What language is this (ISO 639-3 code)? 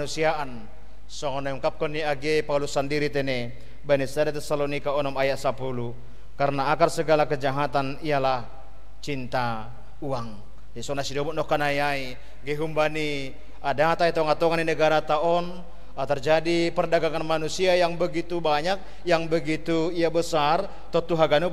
bts